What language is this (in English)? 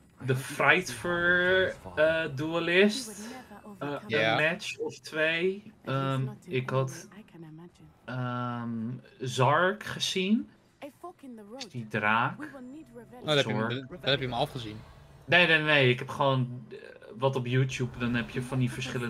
Dutch